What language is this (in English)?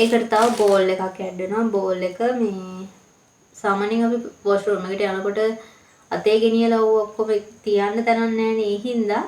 Sinhala